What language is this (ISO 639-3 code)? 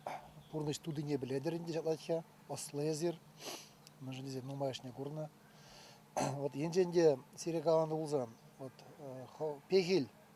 chv